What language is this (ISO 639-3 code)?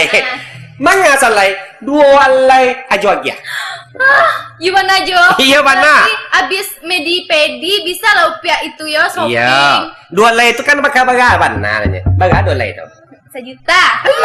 min